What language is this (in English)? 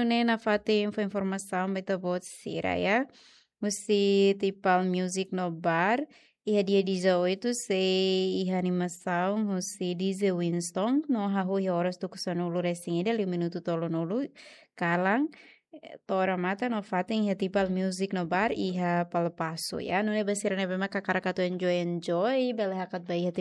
Tetum